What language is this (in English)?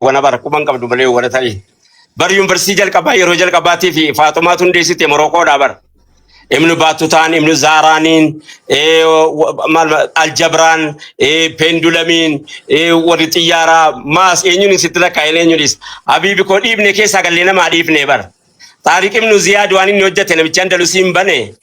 Oromo